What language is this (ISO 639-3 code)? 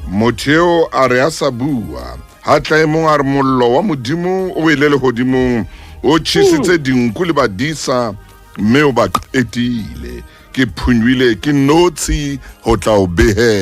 sot